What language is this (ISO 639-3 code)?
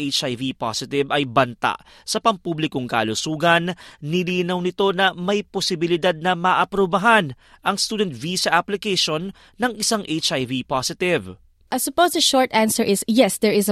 fil